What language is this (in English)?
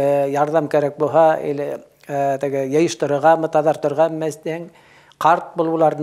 Bashkir